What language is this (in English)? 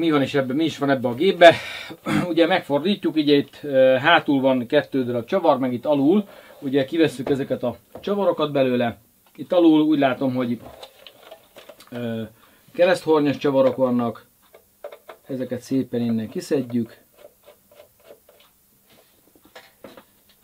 Hungarian